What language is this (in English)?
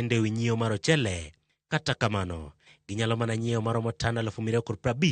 Luo (Kenya and Tanzania)